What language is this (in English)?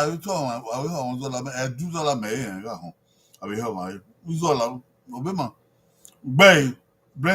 Bini